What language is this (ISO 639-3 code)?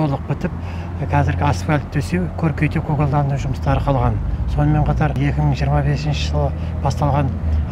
kaz